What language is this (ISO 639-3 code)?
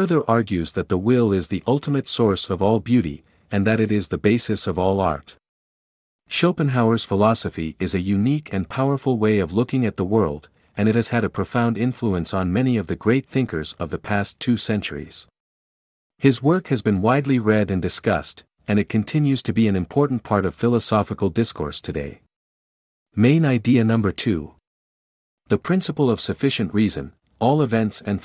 eng